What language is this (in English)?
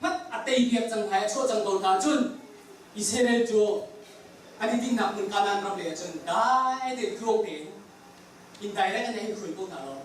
Hakha Chin